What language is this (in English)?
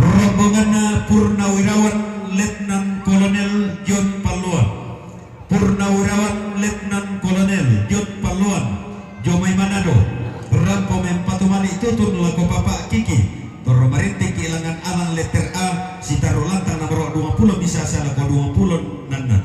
Toraja-Sa'dan